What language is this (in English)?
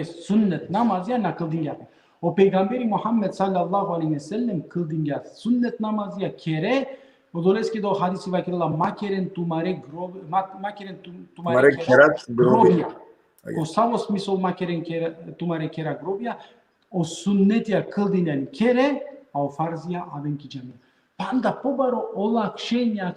Balkan Romani